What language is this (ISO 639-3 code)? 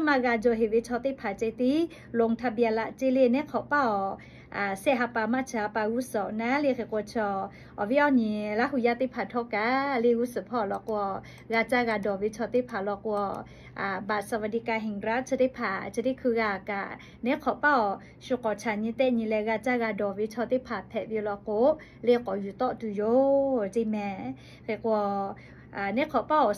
lhu